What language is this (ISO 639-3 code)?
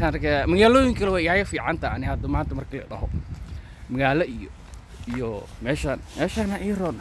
som